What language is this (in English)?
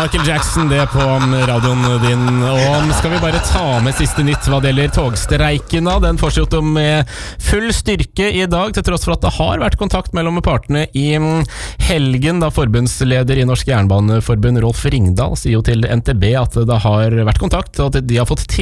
Norwegian